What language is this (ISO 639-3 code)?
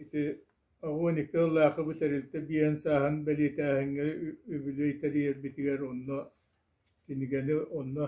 sah